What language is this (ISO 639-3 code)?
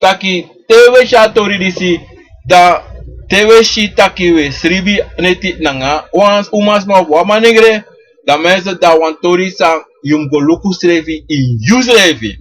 srn